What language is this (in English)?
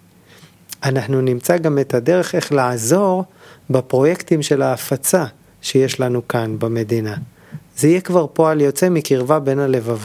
Hebrew